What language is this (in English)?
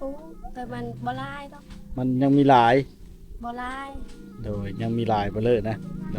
Lao